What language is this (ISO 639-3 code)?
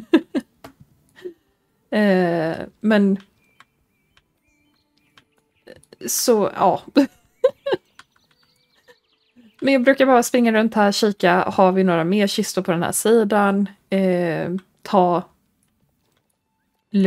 swe